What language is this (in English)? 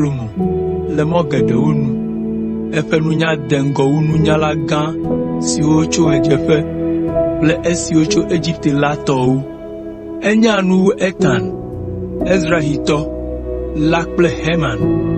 Ewe